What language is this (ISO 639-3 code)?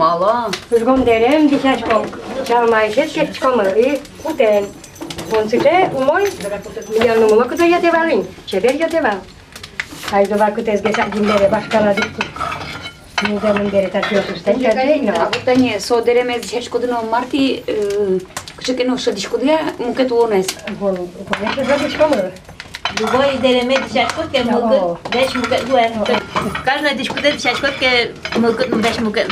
udm